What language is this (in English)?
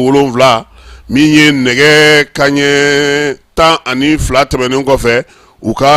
Bambara